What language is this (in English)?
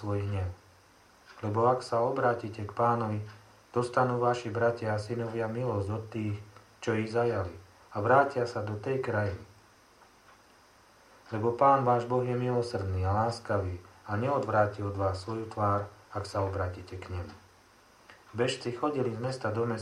Slovak